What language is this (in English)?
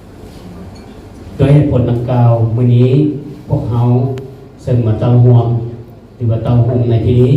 Lao